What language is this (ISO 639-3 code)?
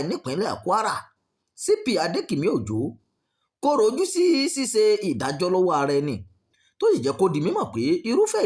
yor